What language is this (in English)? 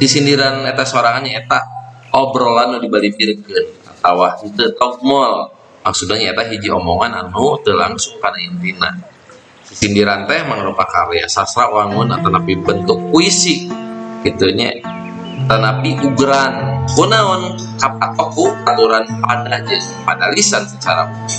Sundanese